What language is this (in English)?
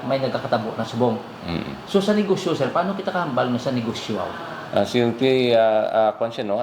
Hiligaynon